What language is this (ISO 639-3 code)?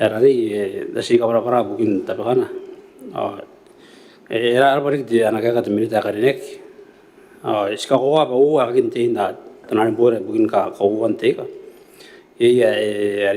gil